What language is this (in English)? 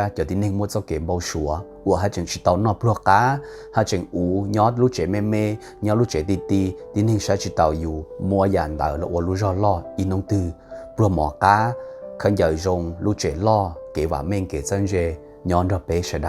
Hmong